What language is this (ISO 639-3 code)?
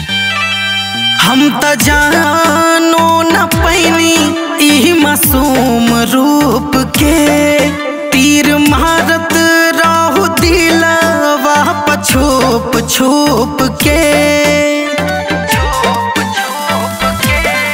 bho